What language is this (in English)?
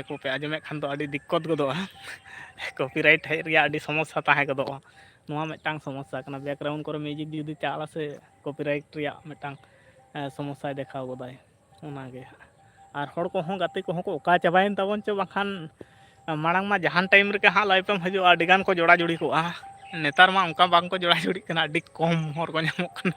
Santali